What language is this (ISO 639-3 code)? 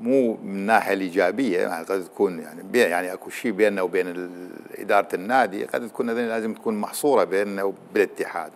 acm